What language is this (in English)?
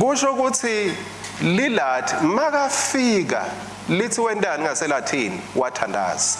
Swati